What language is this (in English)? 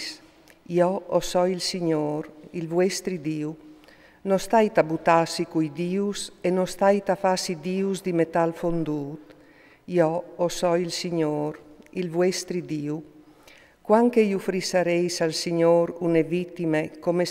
Friulian